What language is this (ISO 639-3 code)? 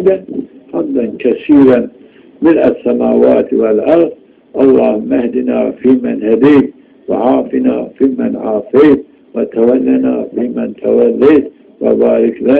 zza